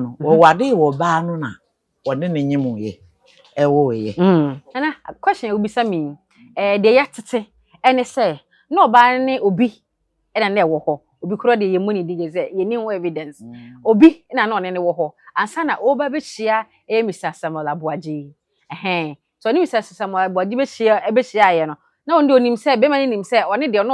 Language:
Akan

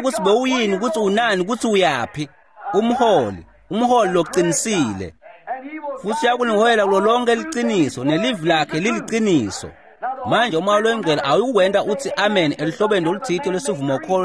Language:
Swati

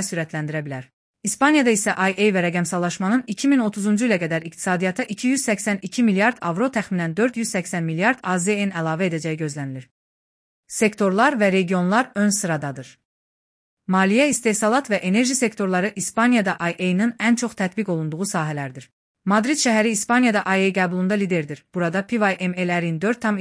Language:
Azerbaijani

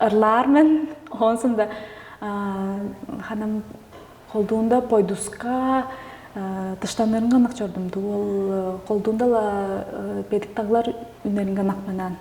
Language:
Tuvinian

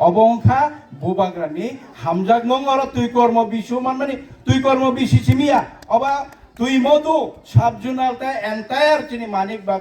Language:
Kok Borok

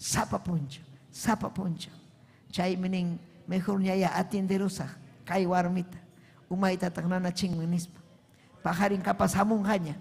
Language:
Ayacucho Quechua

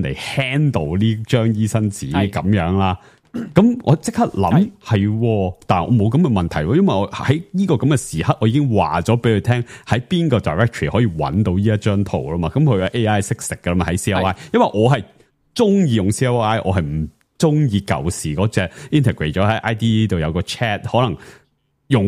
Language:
Cantonese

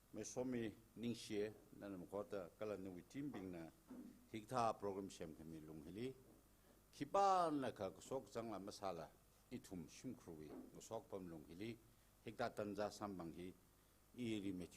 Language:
Tangkhul Naga (India)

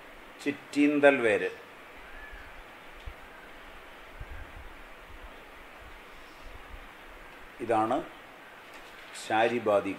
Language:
Malayalam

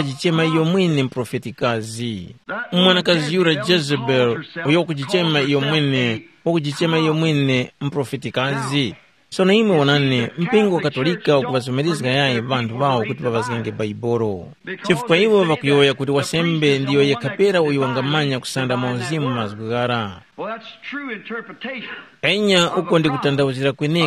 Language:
Tumbuka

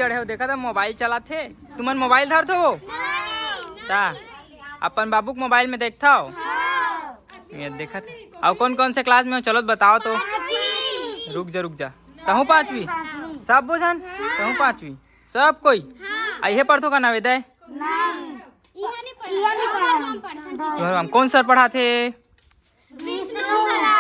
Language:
Chhattisgarhi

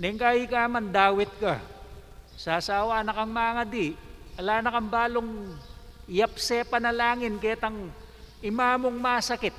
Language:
Pampanga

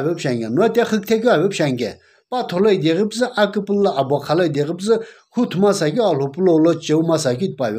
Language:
Sumi Naga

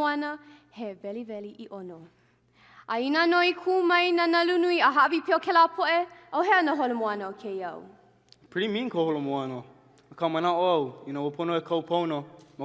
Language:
Hawaiian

